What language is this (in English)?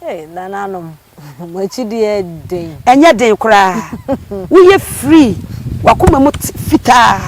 Akan